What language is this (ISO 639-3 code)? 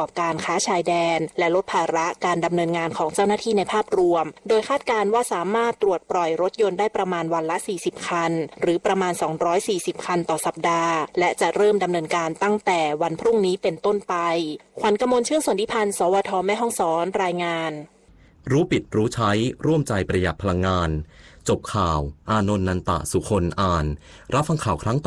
tha